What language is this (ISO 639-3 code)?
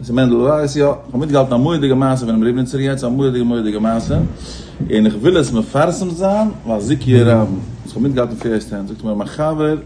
yid